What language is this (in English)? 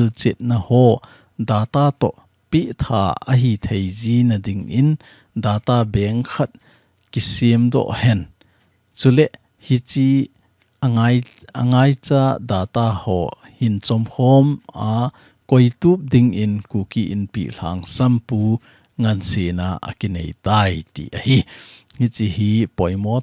Thado Chin